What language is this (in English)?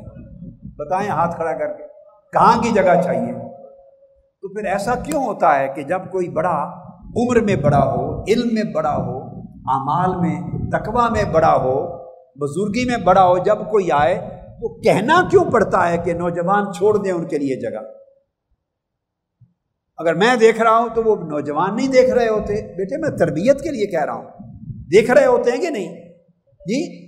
Urdu